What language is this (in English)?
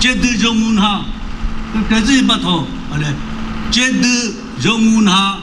Chokri Naga